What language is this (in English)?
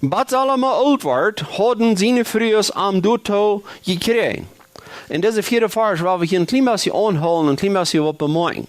Plautdietsch